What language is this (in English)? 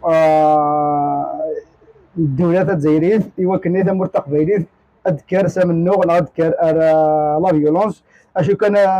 Kabyle